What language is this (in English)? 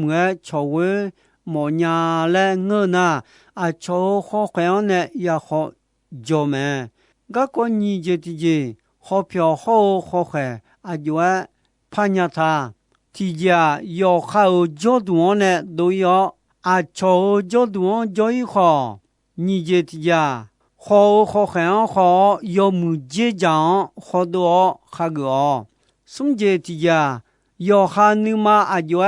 Akha